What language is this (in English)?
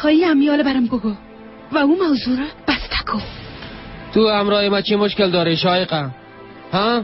Persian